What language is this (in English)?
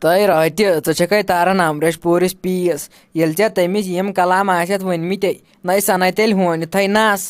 Kashmiri